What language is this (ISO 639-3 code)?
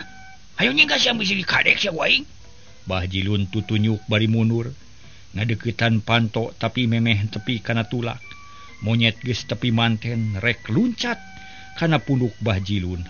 sun